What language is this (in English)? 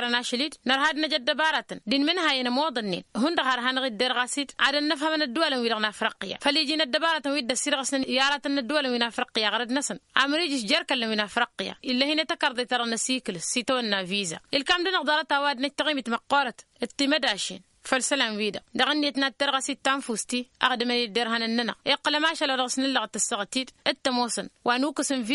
Tamasheq